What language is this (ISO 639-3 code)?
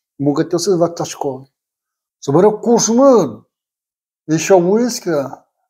udm